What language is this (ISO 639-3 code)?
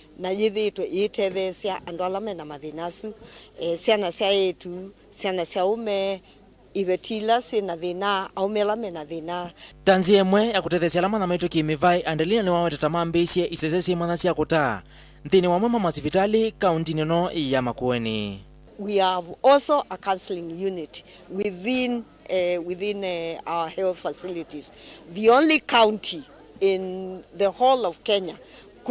kam